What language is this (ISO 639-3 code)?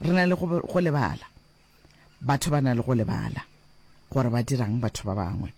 nso